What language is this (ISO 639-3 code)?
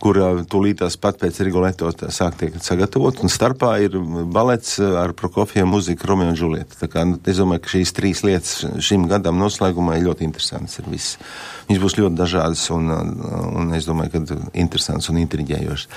lav